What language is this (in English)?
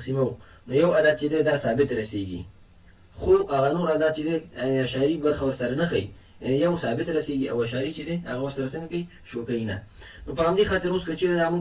Pashto